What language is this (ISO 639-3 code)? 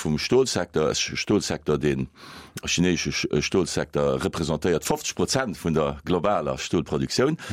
ltz